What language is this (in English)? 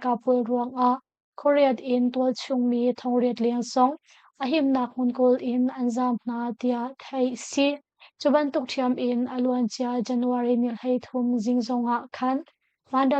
Hakha Chin